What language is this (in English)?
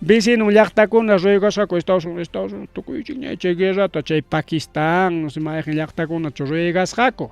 Ayacucho Quechua